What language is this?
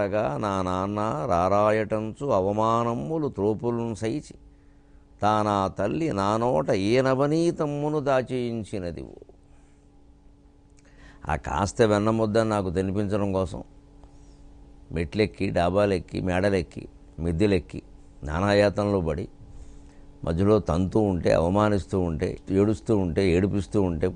Telugu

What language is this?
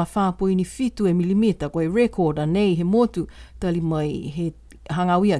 Niuean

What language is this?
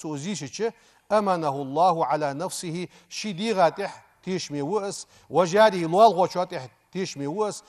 Ingush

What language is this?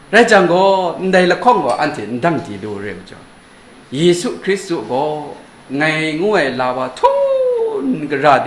Kachin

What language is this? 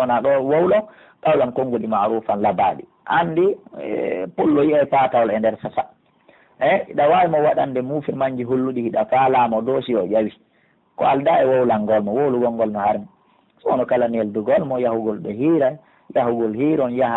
Pular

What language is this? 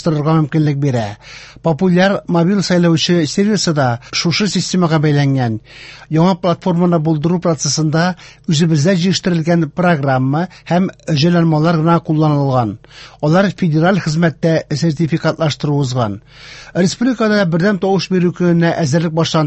Tatar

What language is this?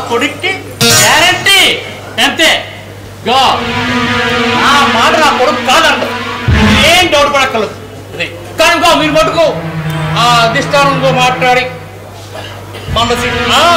Telugu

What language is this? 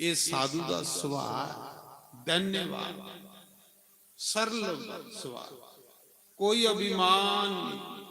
Dogri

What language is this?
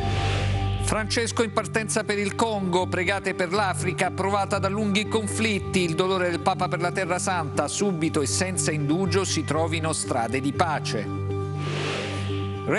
Italian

